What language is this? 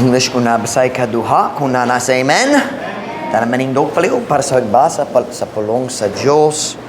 Cebuano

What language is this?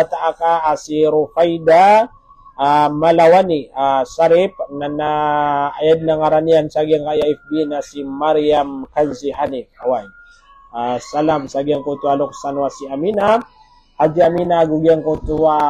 Maranao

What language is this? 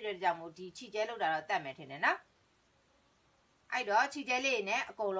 Burmese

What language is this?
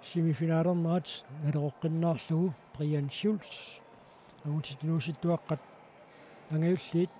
Kalaallisut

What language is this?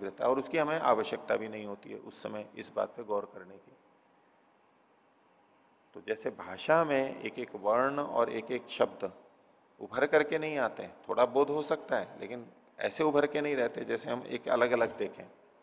Hindi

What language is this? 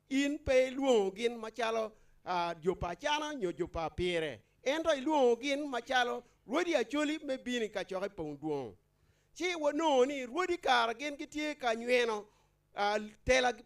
Acoli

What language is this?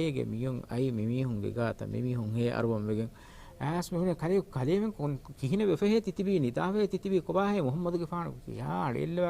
Divehi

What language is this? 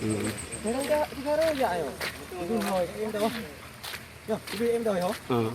Achinese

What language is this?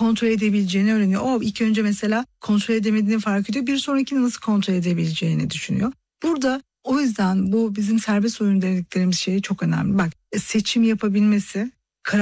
Turkish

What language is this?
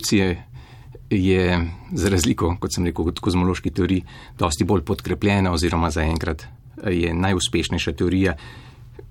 Slovenian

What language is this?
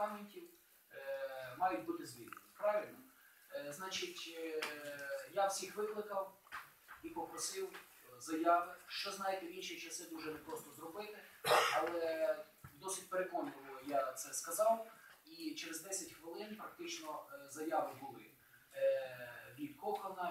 Ukrainian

